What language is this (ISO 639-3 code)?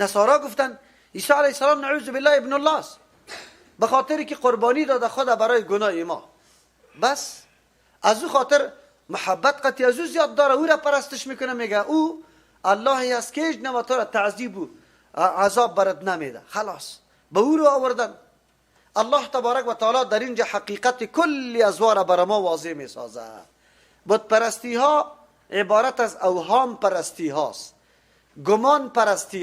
fas